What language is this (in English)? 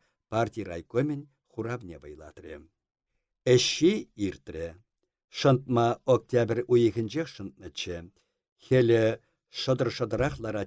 Chuvash